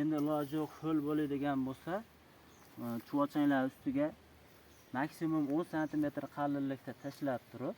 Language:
Uzbek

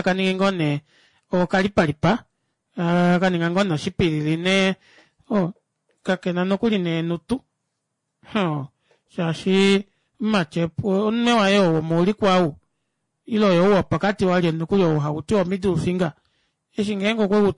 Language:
Kuanyama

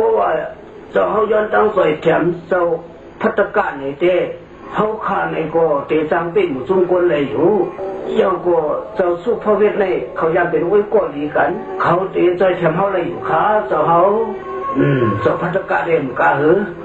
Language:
Shan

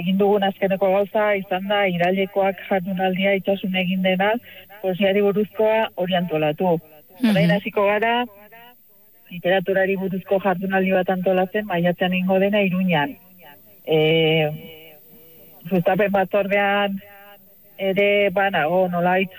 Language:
Basque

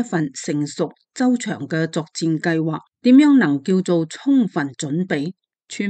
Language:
Cantonese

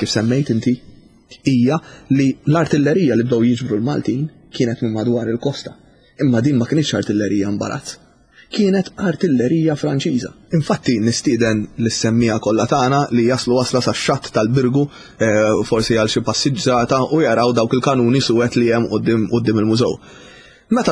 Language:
Maltese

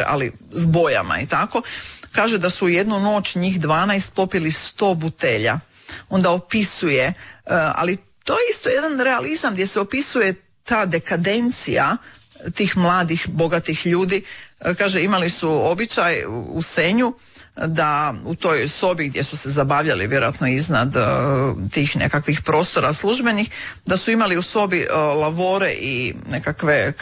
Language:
Croatian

